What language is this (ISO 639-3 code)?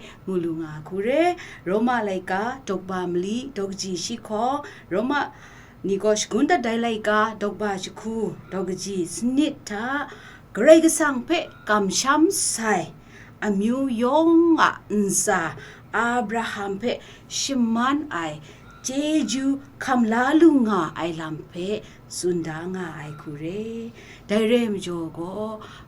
kac